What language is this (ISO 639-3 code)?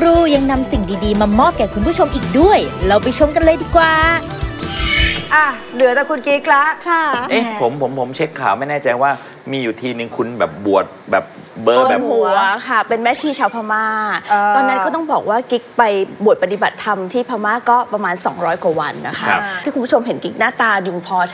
tha